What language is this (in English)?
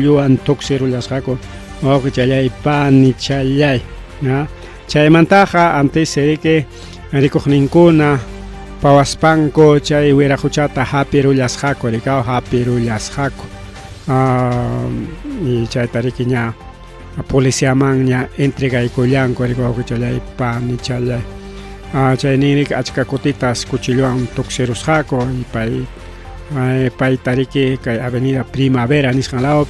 Ayacucho Quechua